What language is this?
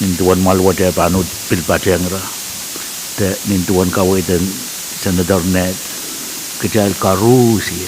Pohnpeian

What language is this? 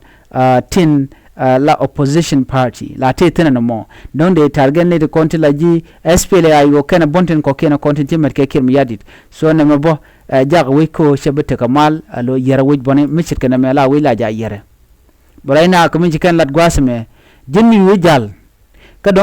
Nuer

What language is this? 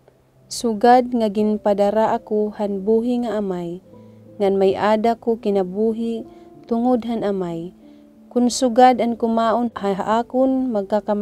Waray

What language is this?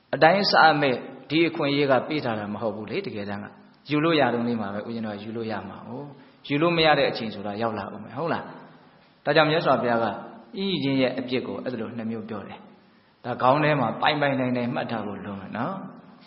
Burmese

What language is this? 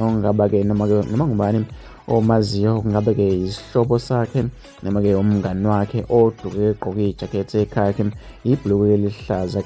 Zulu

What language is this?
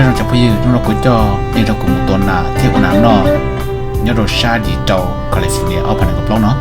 Hmong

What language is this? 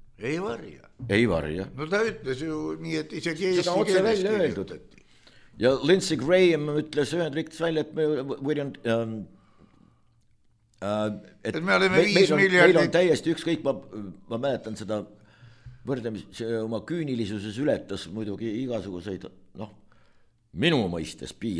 Estonian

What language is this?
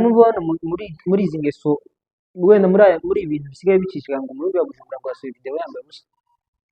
Kinyarwanda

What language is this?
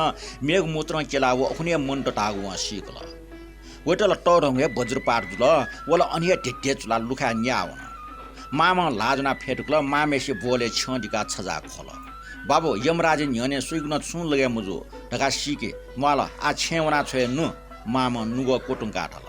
Newari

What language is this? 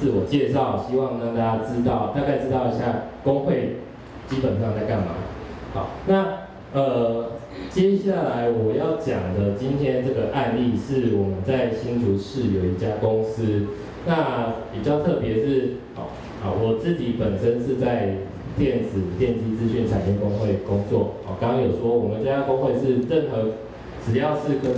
Chinese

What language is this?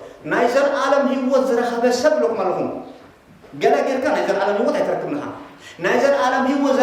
Tigrinya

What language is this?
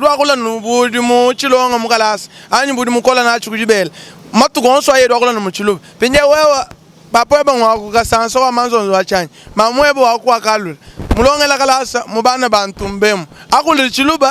Luba-Lulua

